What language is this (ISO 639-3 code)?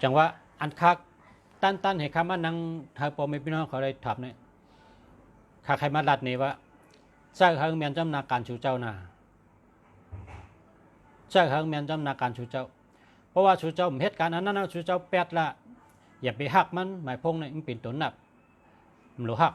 shn